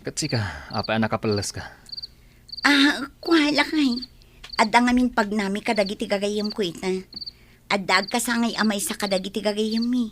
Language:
Iloko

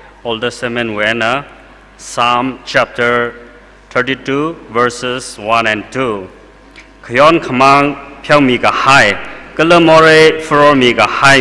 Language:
Tangkhul Naga (India)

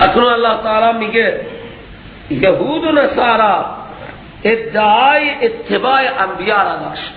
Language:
Persian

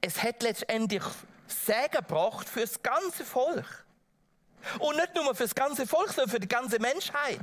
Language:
Swiss German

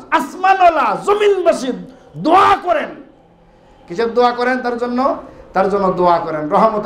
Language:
Bangla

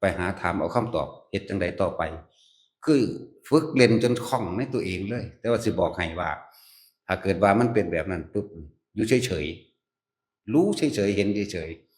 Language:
Northeastern Thai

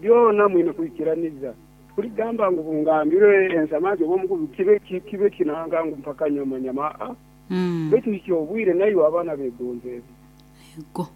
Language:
Nyankole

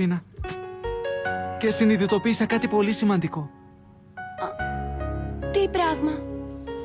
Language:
Greek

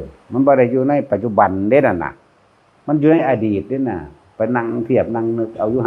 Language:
Northeastern Thai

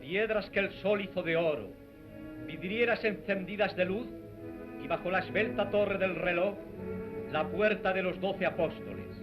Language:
Ladino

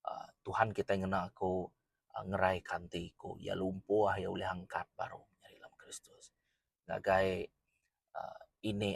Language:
Iban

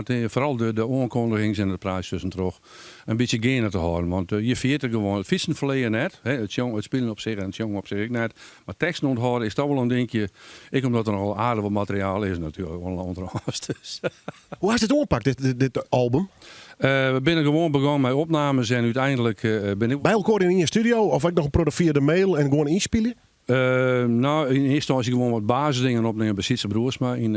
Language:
Western Frisian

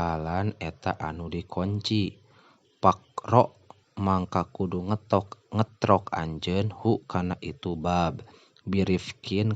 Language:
Sundanese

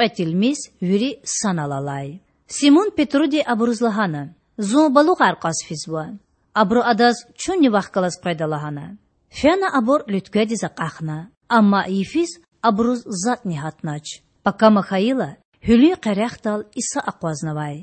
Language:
Lezghian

